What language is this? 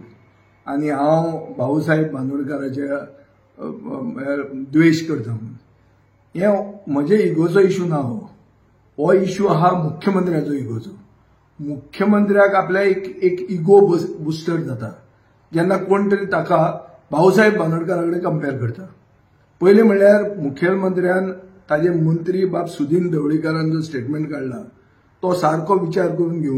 Konkani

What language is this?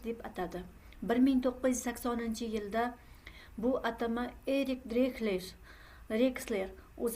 Uzbek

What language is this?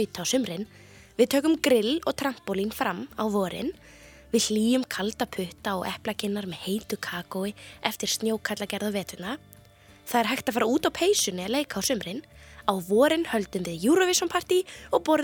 Icelandic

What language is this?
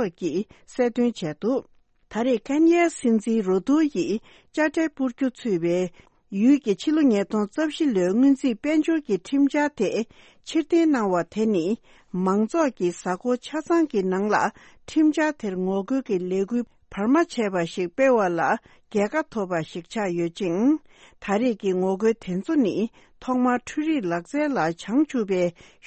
Tibetan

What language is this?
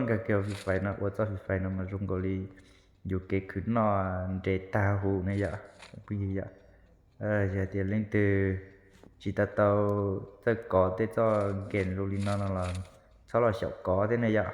Hmong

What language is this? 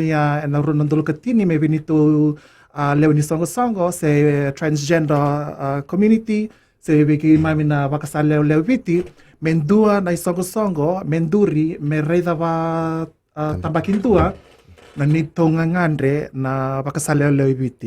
Fijian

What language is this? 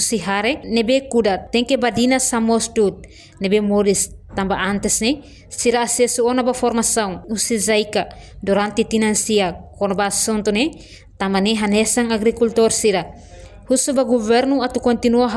Tetum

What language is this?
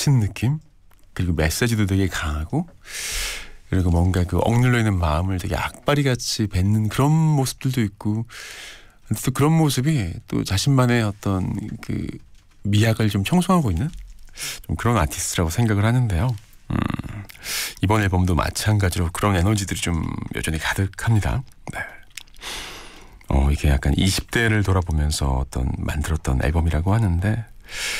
Korean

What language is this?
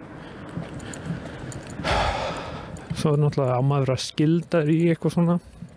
Icelandic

